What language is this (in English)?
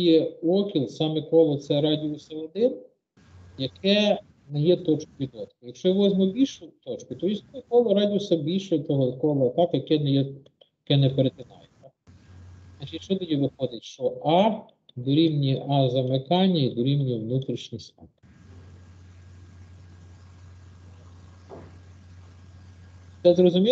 Ukrainian